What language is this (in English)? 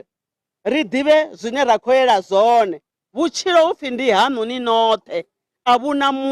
Venda